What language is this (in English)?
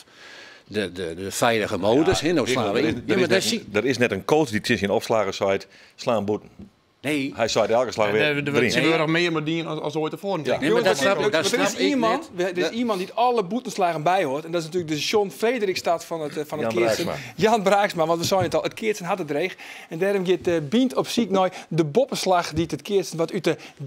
Western Frisian